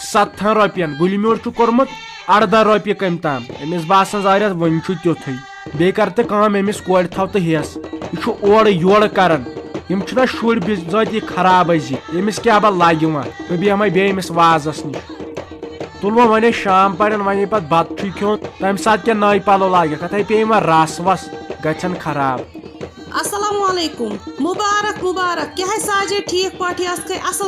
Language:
Kashmiri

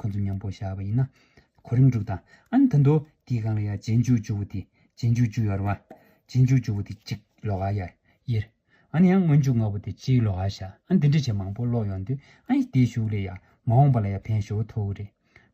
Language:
Tibetan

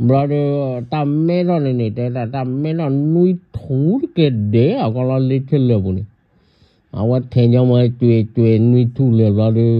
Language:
S'gaw Karen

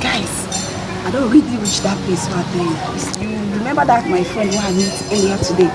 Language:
Nigerian Pidgin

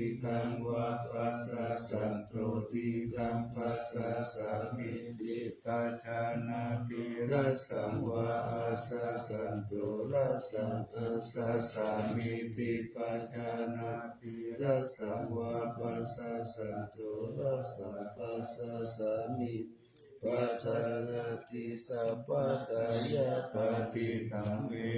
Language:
Pali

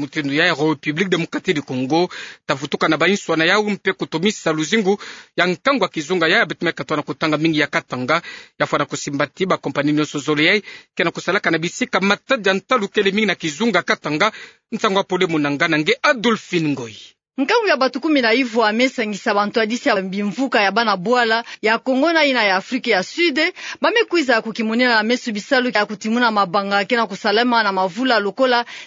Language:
Kituba (Democratic Republic of Congo)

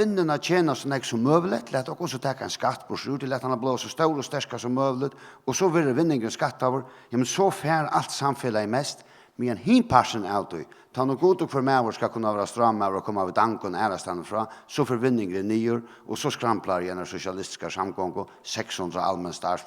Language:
Faroese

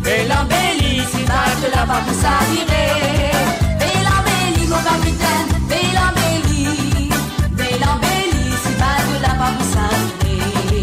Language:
Morisyen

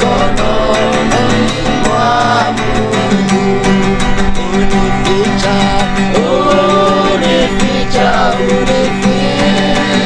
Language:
Swahili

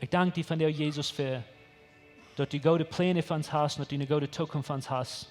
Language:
Plautdietsch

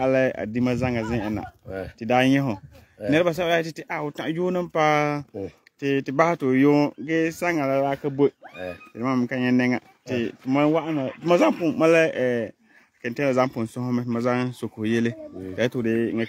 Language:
Frafra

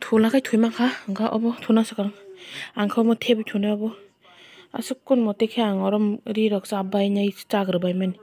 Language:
Kok Borok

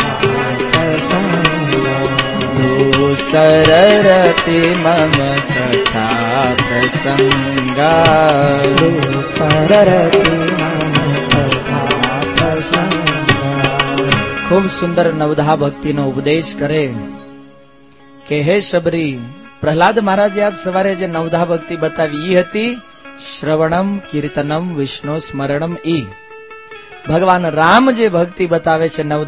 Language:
Gujarati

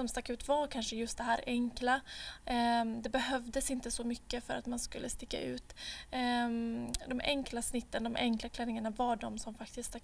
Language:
Swedish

